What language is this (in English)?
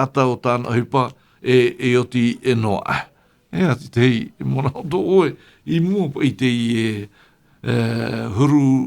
Tahitian